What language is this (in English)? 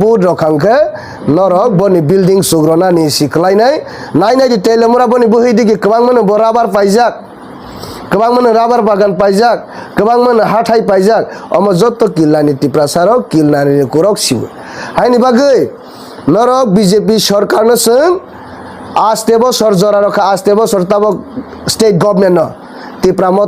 Kok Borok